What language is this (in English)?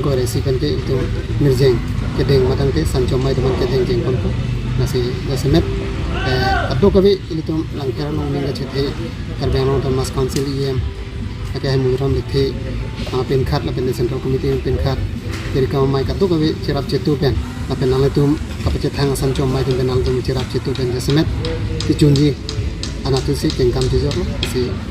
Karbi